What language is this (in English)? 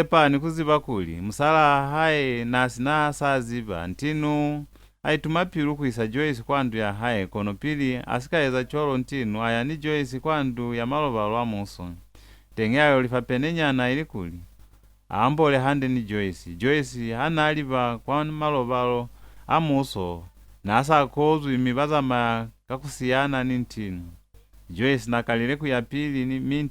Lozi